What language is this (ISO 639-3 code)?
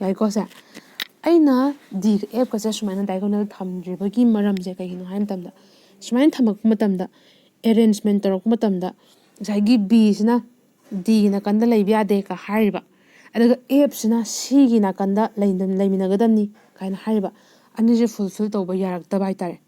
mni